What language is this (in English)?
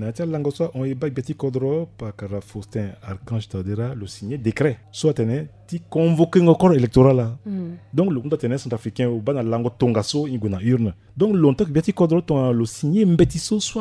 Sango